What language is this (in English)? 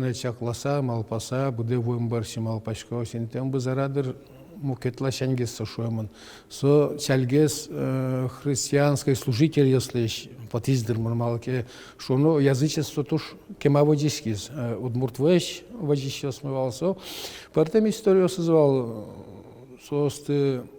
Udmurt